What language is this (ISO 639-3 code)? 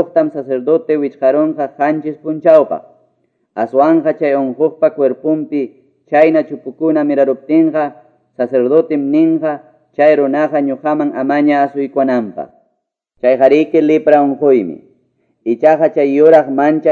que